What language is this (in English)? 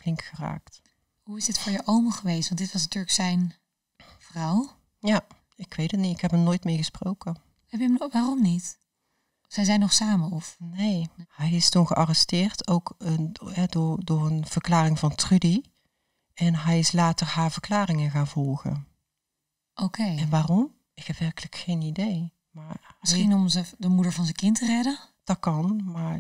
Dutch